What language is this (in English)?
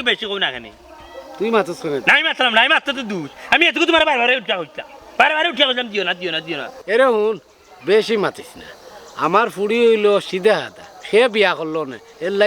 Sylheti